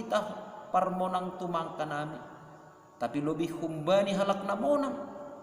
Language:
Batak Simalungun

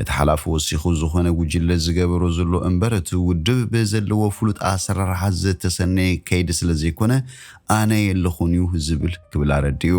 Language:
Tigrinya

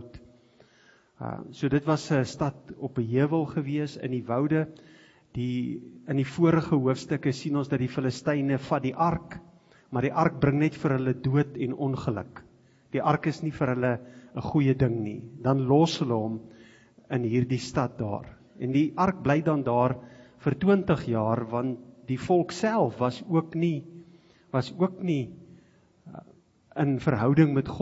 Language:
Afrikaans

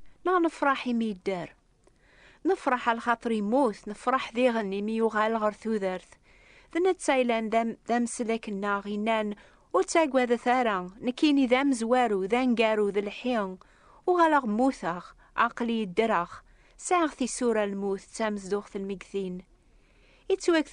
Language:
Kabyle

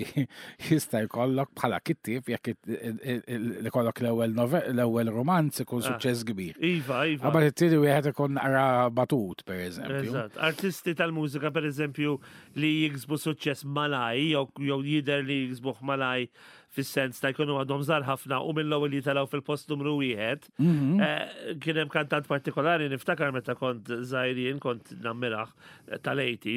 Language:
Maltese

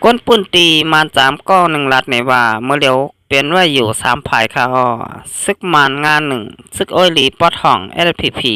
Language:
Shan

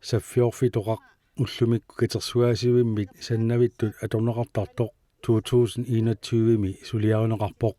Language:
Kalaallisut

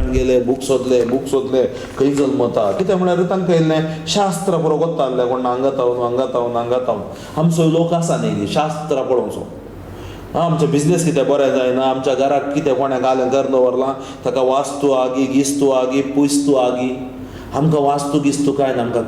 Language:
Konkani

